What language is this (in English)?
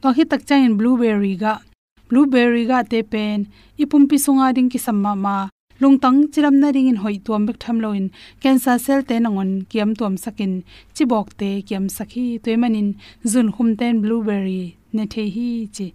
Tedim Chin